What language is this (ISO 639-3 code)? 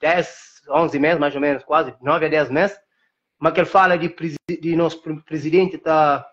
kea